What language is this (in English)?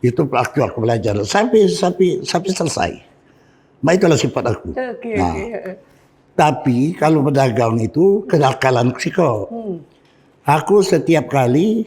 Musi